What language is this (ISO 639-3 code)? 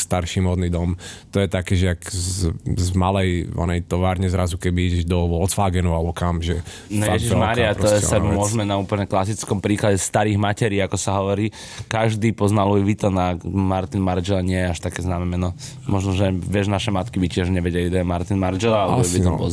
slk